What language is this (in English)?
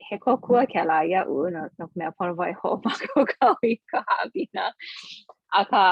Hawaiian